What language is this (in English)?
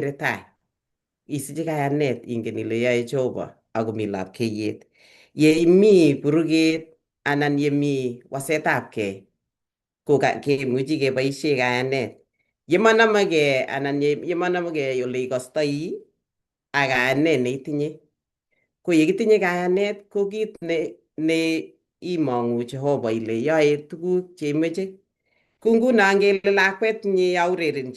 Kalenjin